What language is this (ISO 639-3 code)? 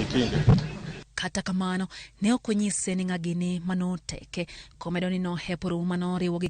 luo